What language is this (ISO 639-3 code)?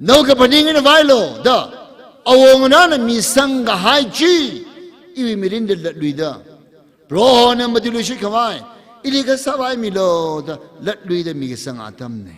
nmf